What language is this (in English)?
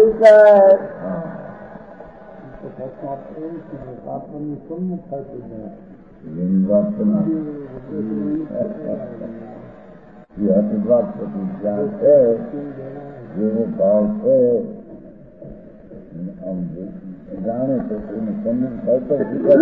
Gujarati